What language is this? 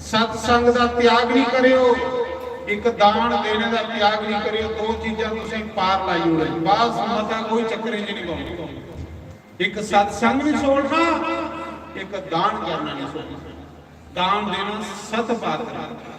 Dogri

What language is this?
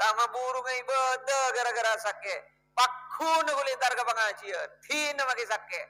Madurese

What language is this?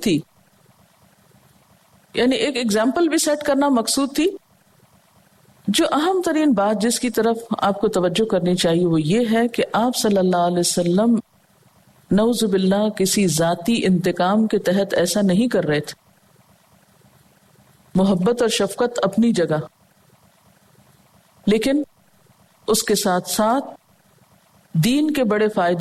Urdu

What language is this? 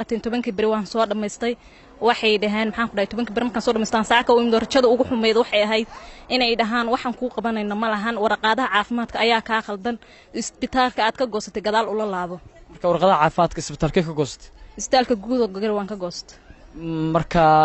Somali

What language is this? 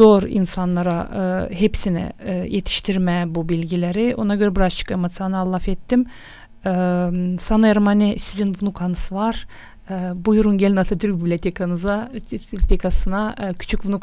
Gagauz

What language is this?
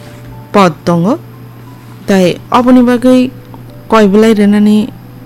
Kok Borok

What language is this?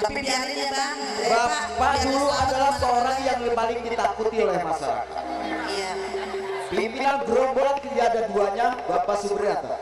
Betawi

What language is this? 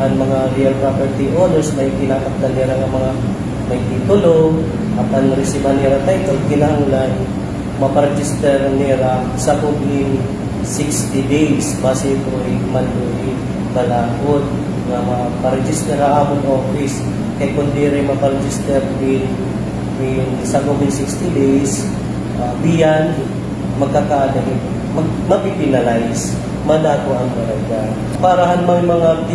Waray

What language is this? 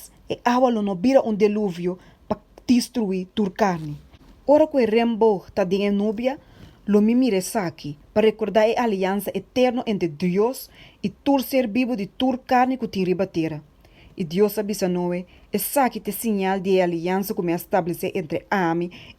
Papiamento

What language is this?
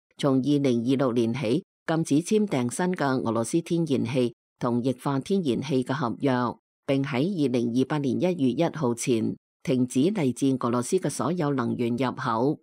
Cantonese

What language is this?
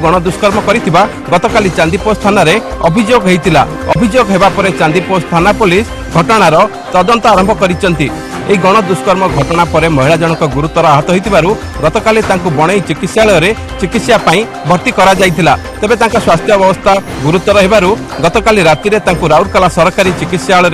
Odia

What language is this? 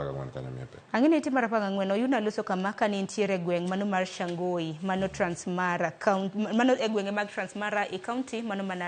Luo (Kenya and Tanzania)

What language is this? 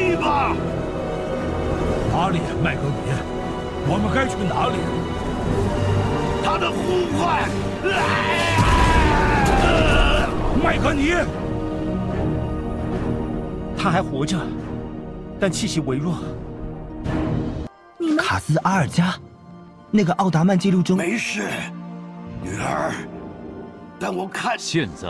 Chinese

